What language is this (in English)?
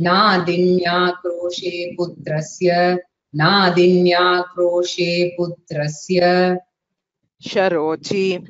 Sanskrit